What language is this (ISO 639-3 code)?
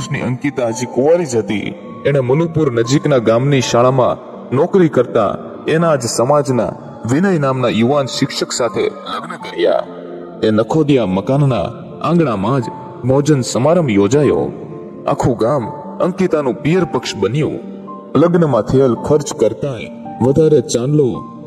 guj